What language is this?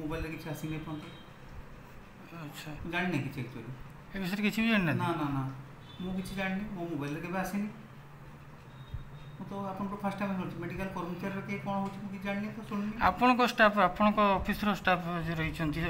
Odia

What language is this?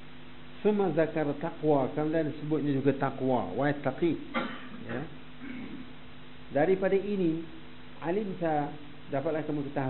Malay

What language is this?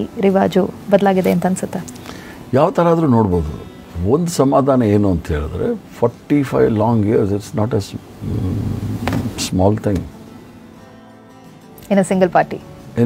Kannada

